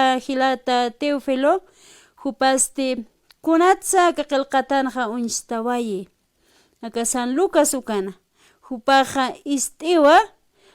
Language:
Aymara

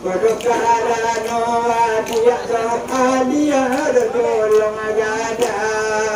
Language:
Minangkabau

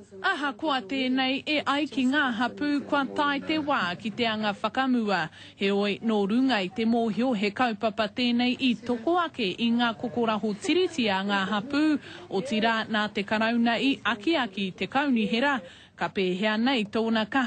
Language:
Māori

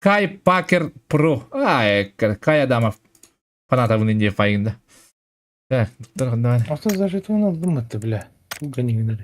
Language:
Yakut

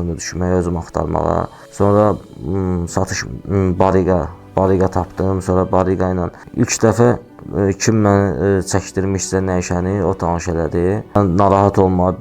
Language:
Azerbaijani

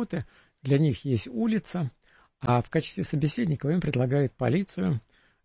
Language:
Russian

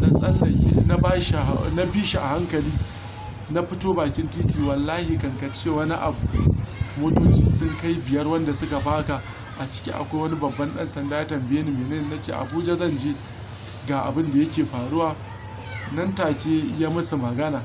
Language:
Hausa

